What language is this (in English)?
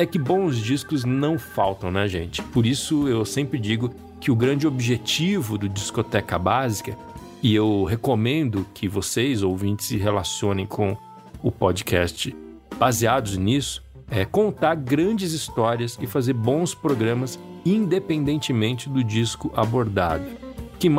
Portuguese